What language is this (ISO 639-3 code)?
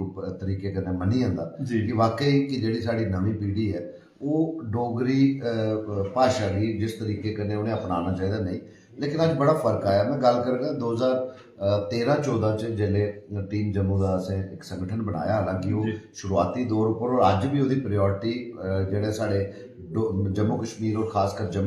doi